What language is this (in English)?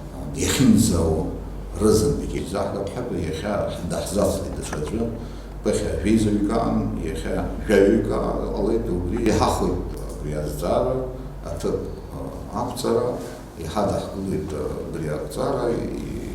Abkhazian